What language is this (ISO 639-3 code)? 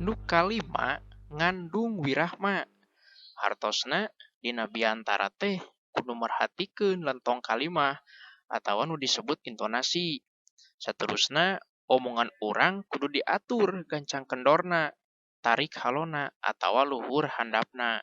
sun